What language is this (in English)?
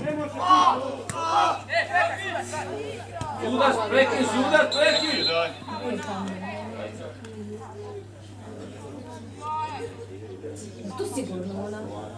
Croatian